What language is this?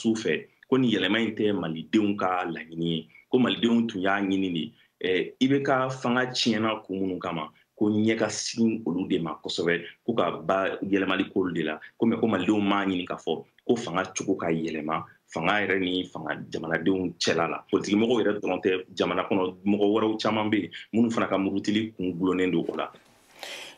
Bambara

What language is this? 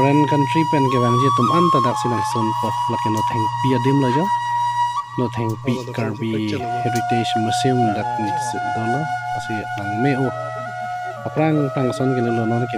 Karbi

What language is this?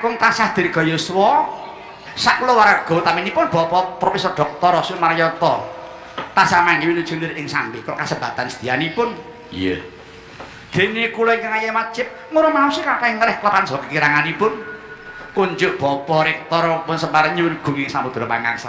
Javanese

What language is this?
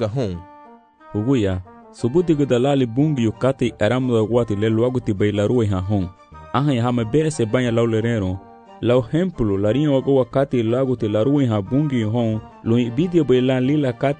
Garifuna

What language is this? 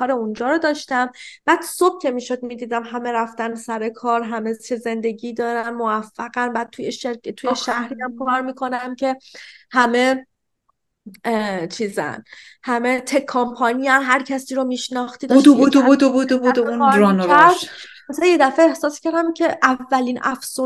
Persian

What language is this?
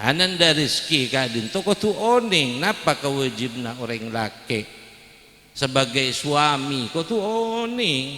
Madurese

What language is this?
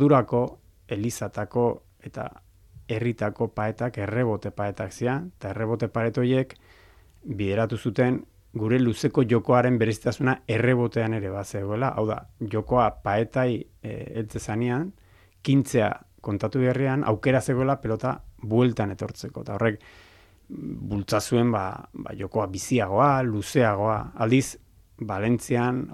Basque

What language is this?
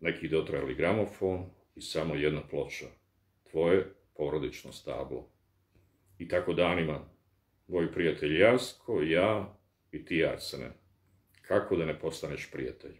Bosnian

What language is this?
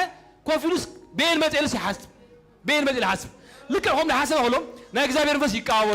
Tigrinya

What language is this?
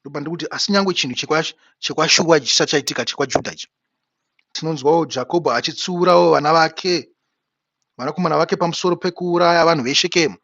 Shona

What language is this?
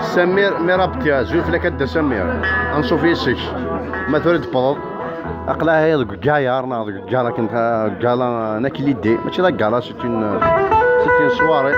Kabyle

